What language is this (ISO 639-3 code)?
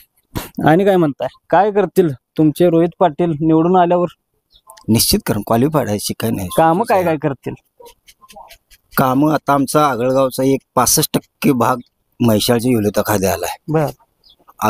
mar